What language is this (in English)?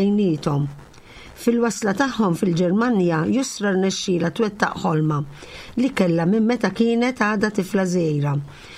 Maltese